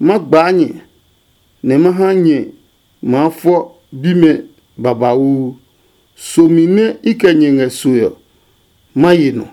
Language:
Adangme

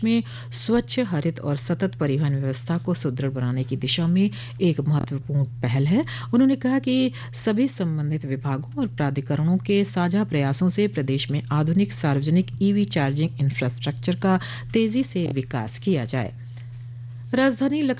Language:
Hindi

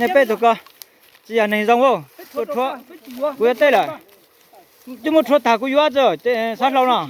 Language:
Hmong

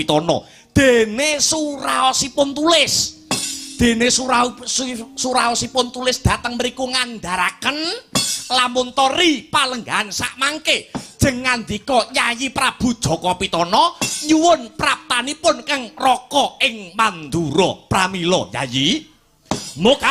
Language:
Javanese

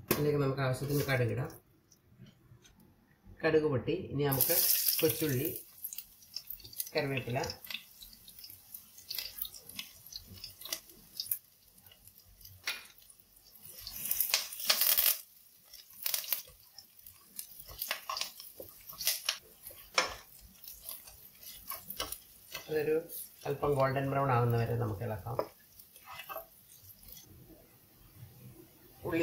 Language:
Malayalam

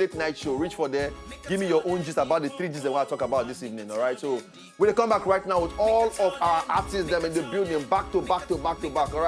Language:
Nigerian Pidgin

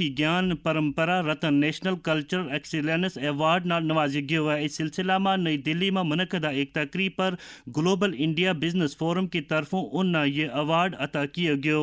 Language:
Gujari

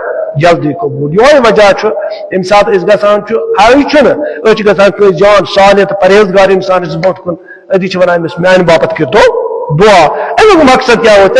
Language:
Kashmiri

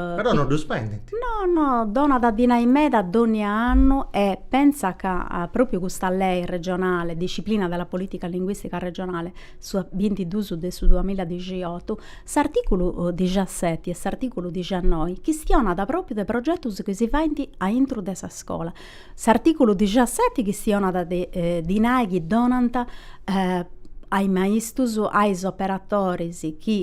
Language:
Sardinian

